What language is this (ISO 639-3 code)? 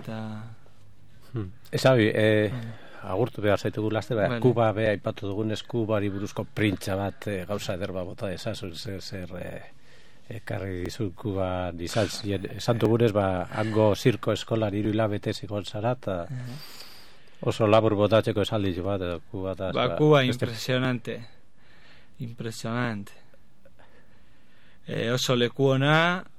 eus